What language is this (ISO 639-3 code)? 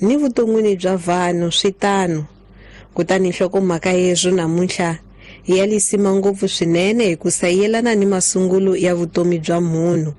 tso